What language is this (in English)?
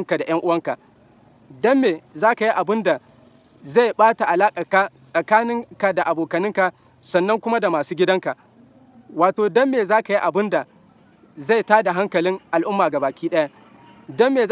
Hausa